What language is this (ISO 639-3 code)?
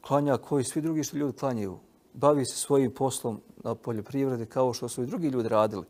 bos